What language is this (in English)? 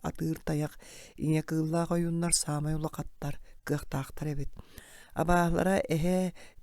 Yakut